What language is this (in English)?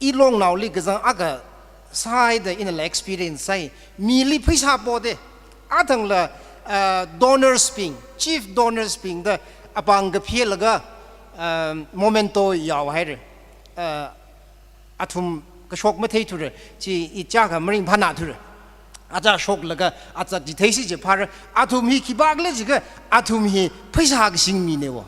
Tangkhul Naga (India)